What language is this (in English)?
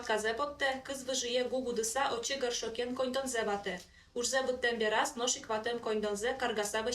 Udmurt